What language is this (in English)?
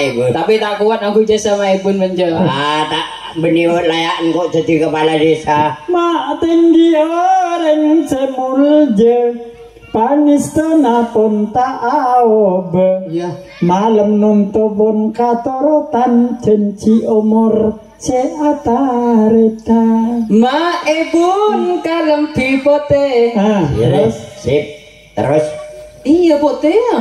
Madurese